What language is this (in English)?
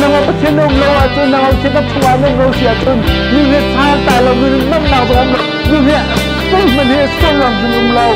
Hakha Chin